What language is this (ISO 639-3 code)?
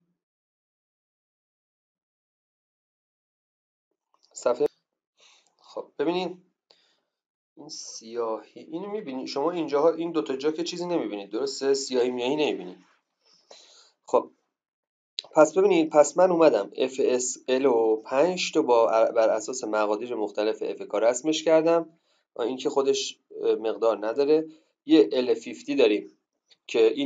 fas